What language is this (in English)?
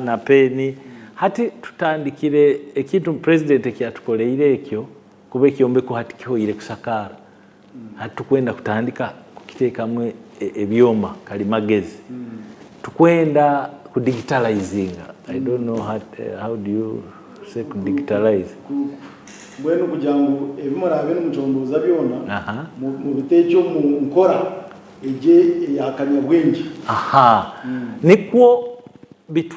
Nyankole